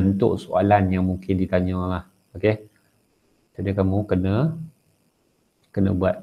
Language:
Malay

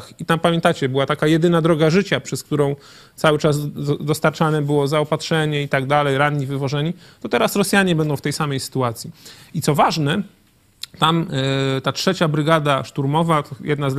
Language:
Polish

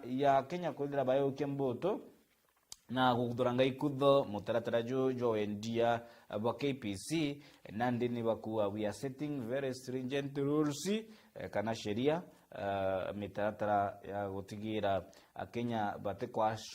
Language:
Meru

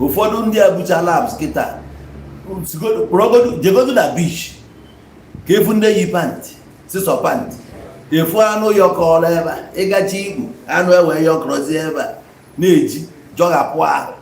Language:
Igbo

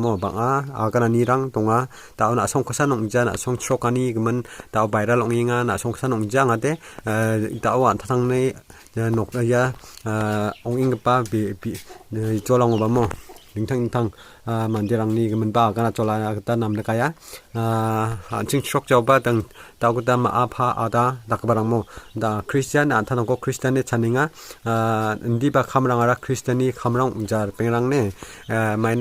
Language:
Garo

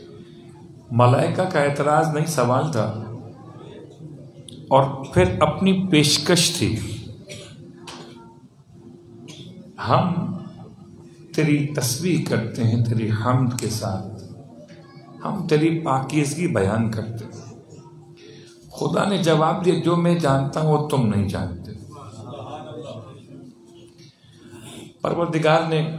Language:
Urdu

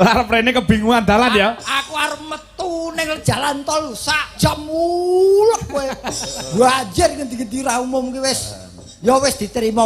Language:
Javanese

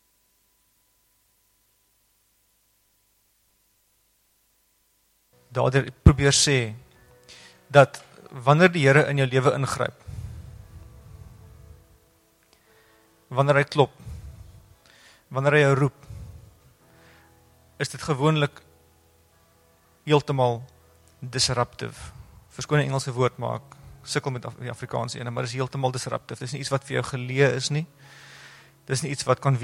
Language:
Afrikaans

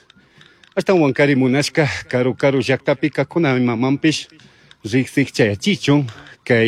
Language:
Chimborazo Highland Quichua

